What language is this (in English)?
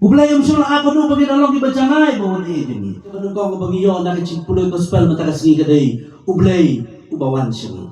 Khasi